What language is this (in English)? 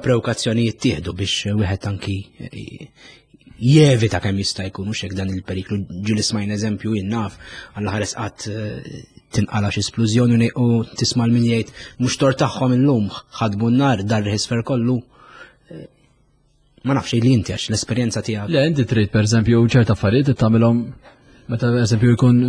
Maltese